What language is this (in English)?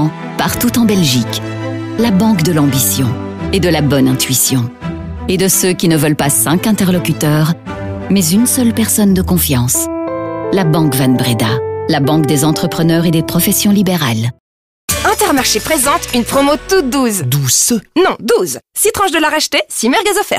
French